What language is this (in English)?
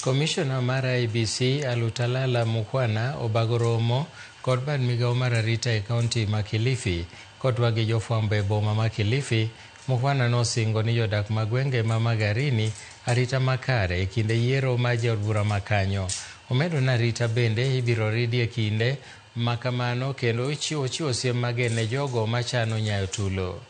Luo (Kenya and Tanzania)